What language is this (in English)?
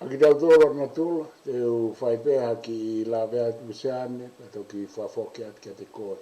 Tongan